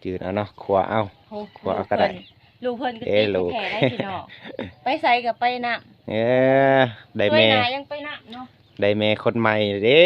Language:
Lao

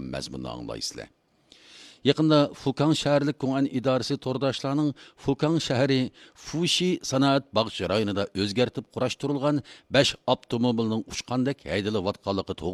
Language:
Uyghur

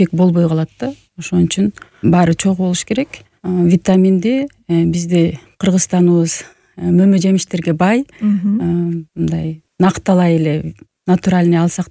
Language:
Kyrgyz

